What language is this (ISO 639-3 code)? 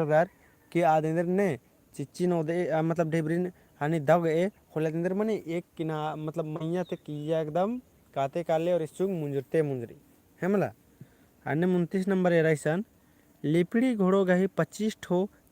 kru